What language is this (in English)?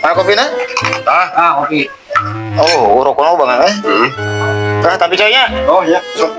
Sundanese